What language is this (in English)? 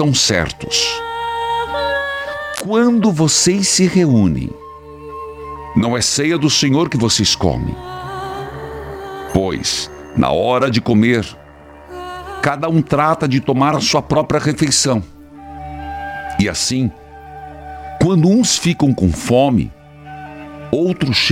Portuguese